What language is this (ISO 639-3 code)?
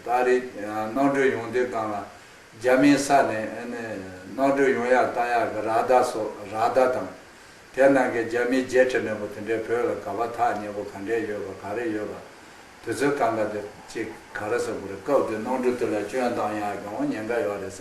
khg